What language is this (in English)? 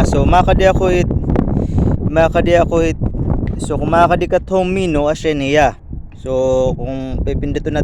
Waray